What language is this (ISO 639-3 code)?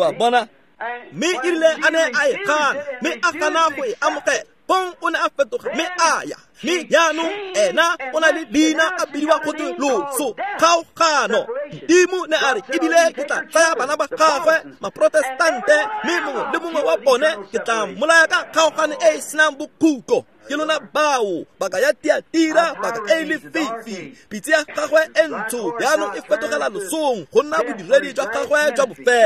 tsn